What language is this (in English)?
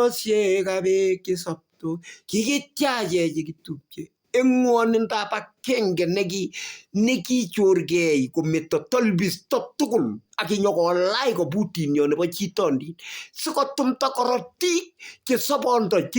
Kalenjin